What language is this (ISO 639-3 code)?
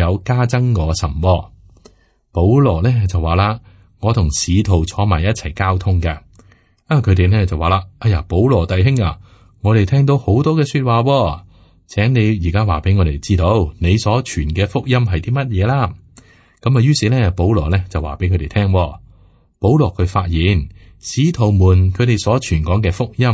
yue